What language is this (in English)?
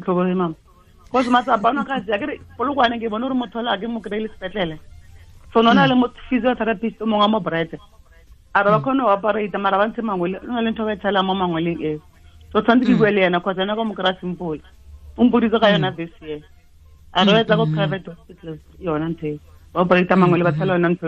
Tswana